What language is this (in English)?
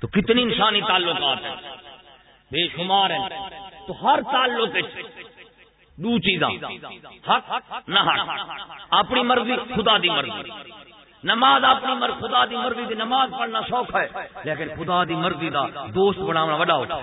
Saraiki